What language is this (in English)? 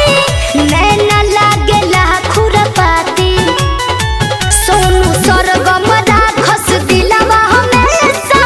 Bhojpuri